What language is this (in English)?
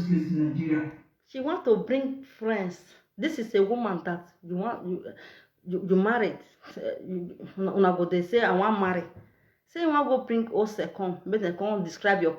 Nigerian Pidgin